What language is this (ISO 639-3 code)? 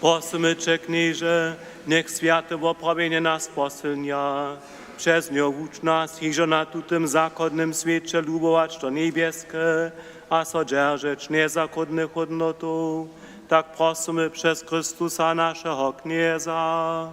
hsb